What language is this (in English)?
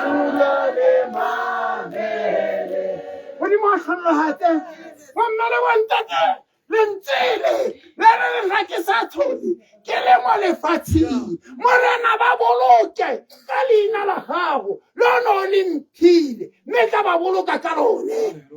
Tswana